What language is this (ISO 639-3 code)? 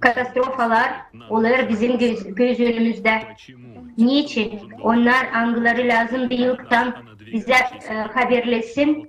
gag